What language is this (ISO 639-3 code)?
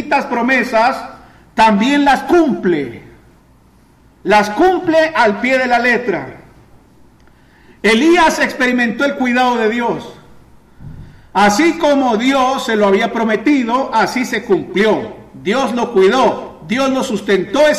spa